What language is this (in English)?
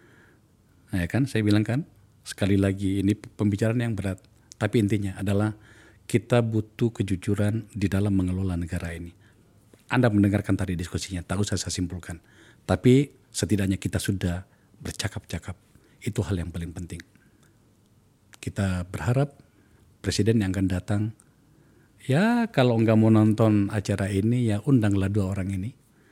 Indonesian